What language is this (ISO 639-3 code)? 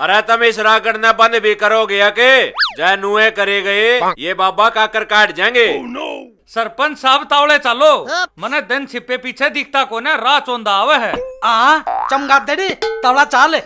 bgc